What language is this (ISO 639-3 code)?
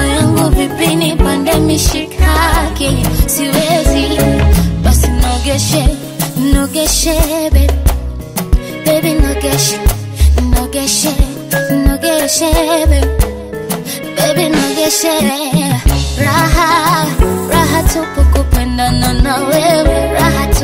swa